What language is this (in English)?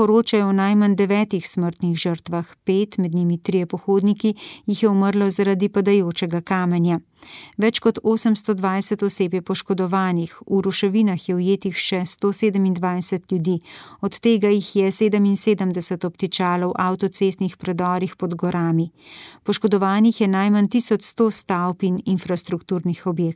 Slovenian